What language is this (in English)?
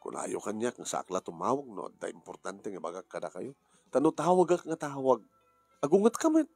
Iloko